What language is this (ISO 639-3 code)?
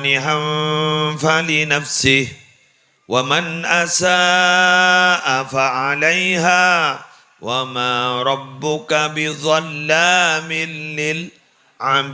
mad